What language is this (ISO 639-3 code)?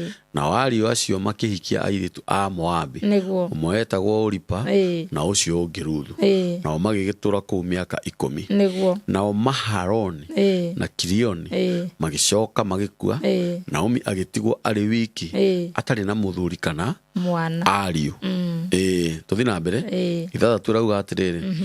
kik